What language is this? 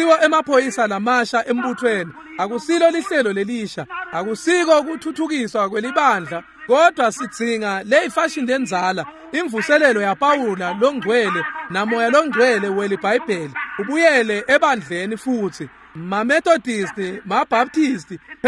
Swati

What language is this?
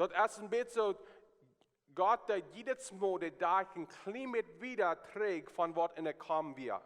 Plautdietsch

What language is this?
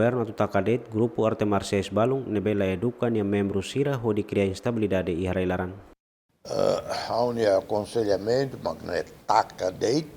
Tetum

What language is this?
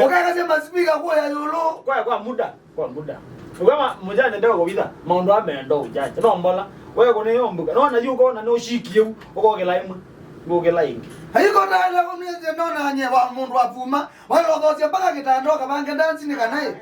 Kamba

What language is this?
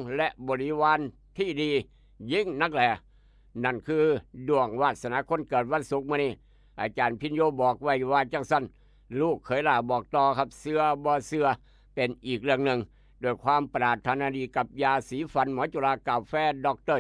Northeastern Thai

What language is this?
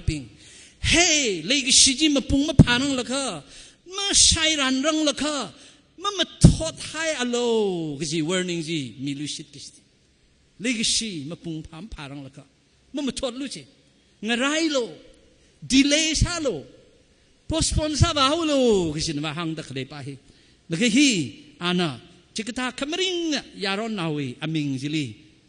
Tangkhul Naga (India)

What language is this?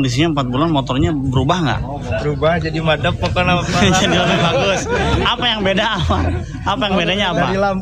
Indonesian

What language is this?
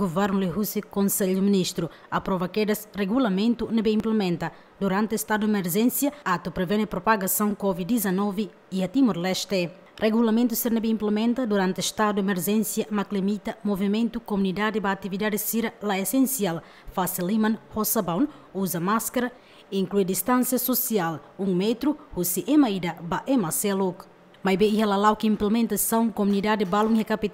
Tetum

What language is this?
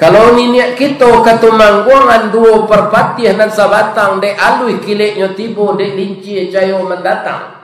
Minangkabau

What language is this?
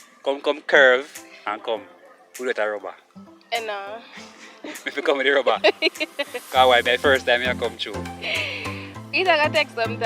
Jamaican Creole English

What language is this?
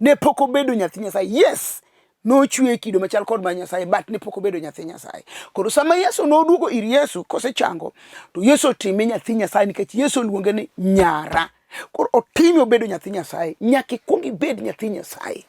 Luo (Kenya and Tanzania)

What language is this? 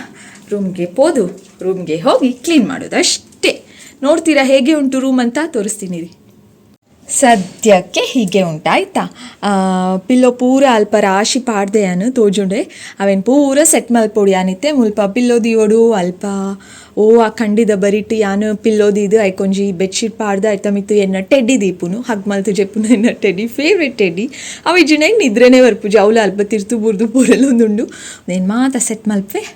Tulu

